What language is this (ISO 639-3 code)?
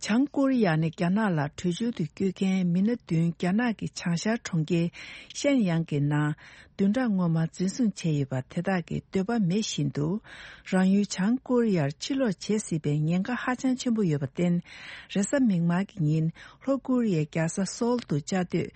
bod